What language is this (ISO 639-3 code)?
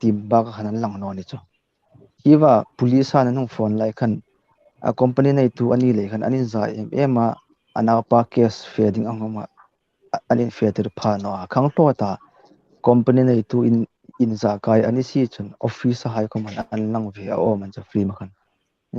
hmr